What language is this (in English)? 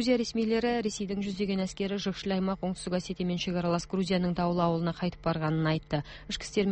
Kyrgyz